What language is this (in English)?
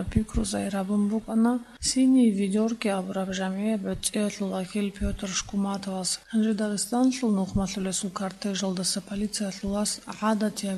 Avaric